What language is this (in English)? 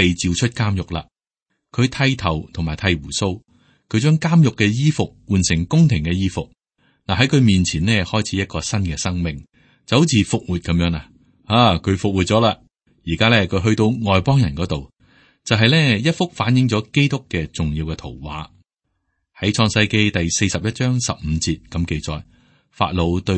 Cantonese